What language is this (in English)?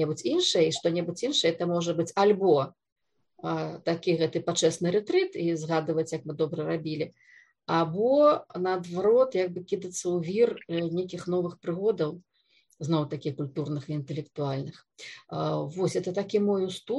Belarusian